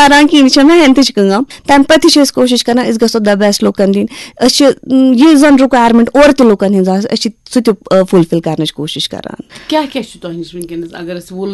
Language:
Kashmiri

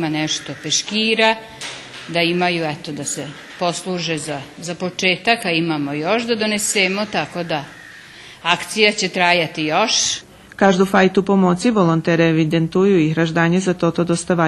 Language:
Rusyn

